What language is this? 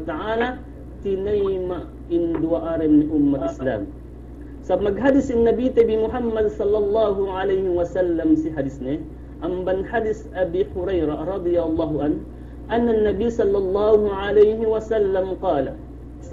Yakan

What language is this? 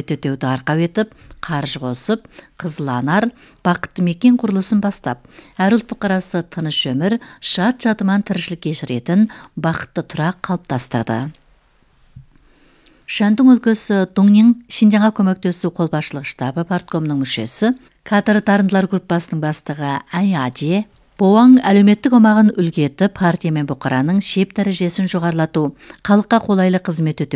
Kazakh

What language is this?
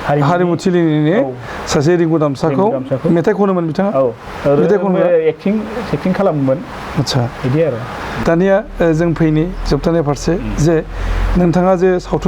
Bodo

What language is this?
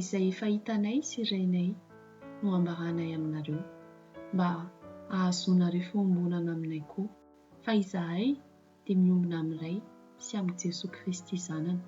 Malagasy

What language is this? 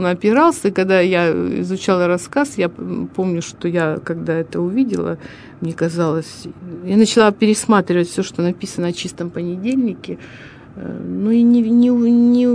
Russian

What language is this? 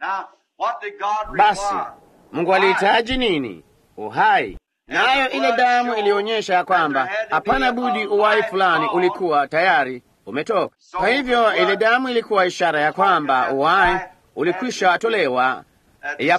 Swahili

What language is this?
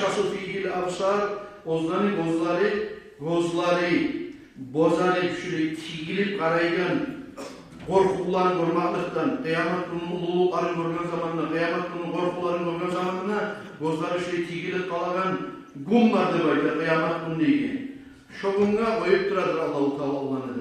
Kumyk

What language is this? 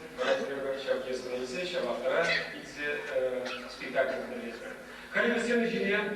Chuvash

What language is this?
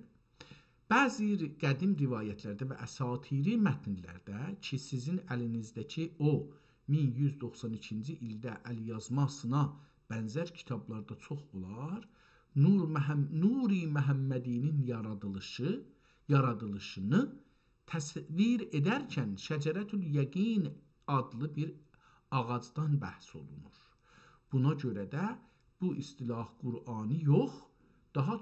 South Azerbaijani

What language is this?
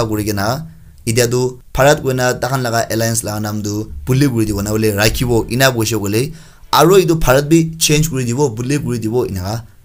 Naga Pidgin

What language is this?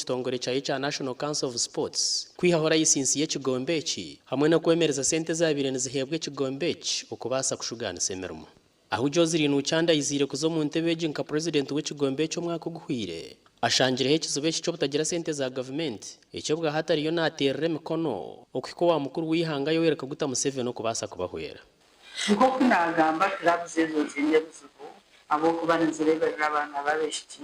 Nyankole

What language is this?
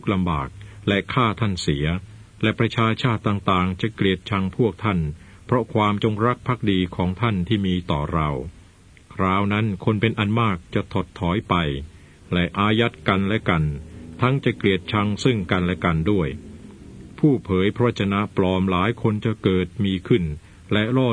Thai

